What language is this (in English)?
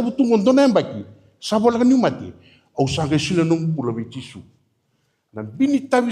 Fijian